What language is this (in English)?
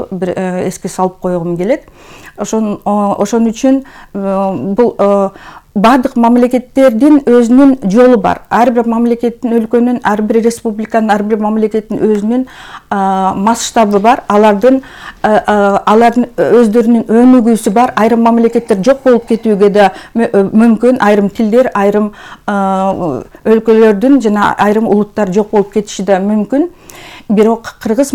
Kyrgyz